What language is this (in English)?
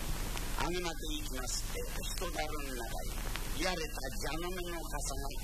Japanese